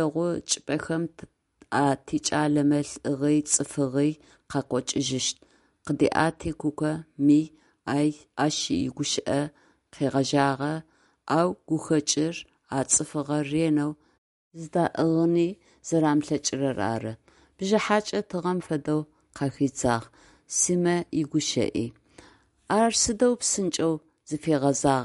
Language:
Adyghe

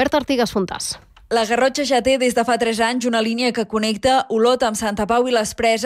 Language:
Catalan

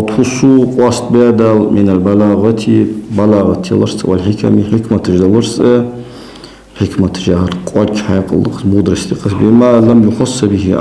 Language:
Ingush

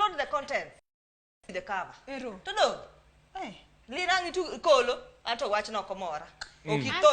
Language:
Luo (Kenya and Tanzania)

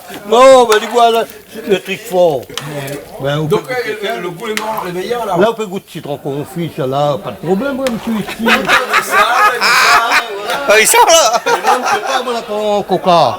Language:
Réunion Creole French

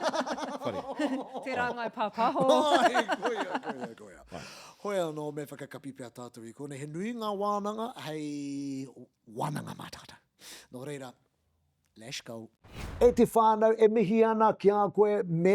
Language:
Māori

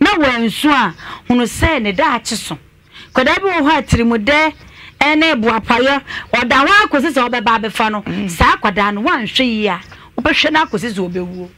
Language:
Akan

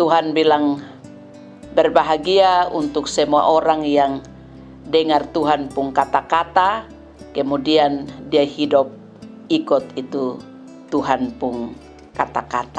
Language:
Kupang Malay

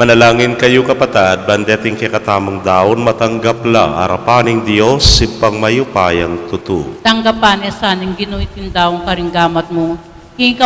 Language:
Pampanga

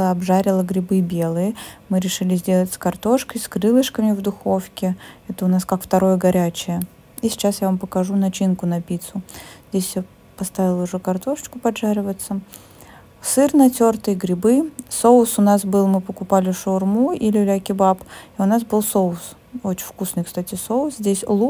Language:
Russian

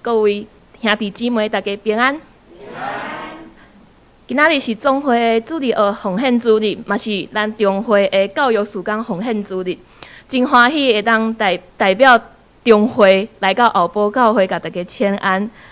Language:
Min Nan Chinese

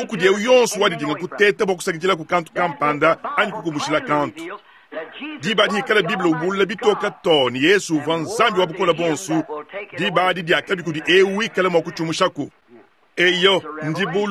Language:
Luba-Lulua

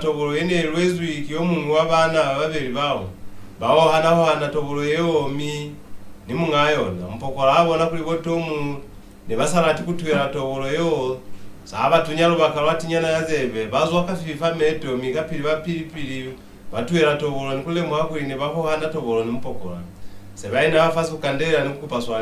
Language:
Lozi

